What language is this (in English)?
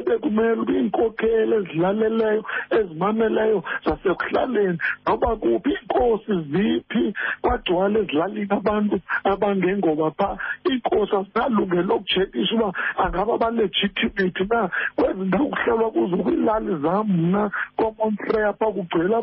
Xhosa